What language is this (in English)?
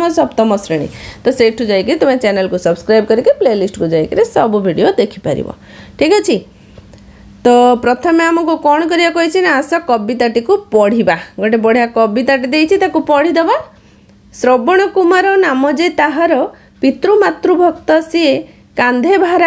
Odia